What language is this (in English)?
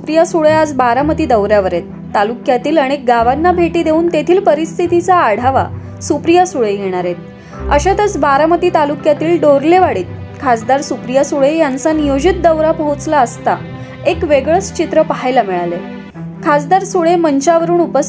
Marathi